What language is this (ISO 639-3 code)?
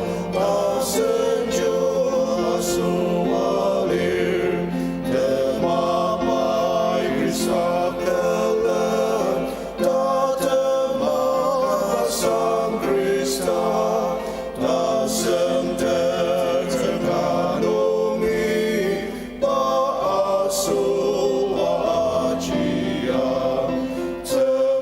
njo